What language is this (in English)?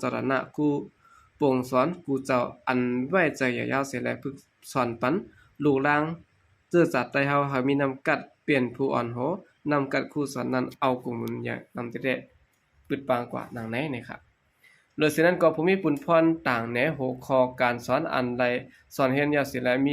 Shan